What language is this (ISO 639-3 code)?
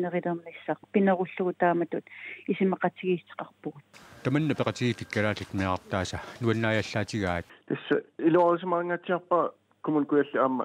kal